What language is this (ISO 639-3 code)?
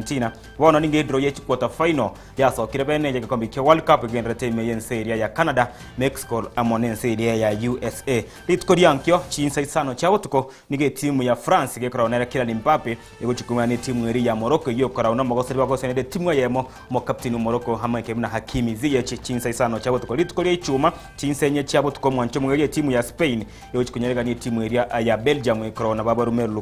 guz